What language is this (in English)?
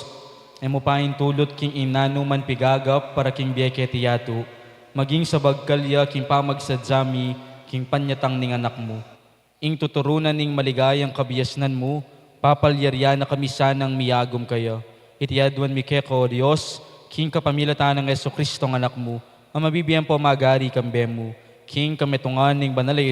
Pampanga